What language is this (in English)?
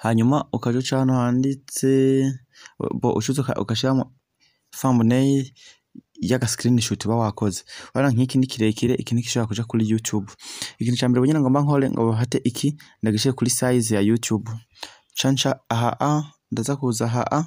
Rundi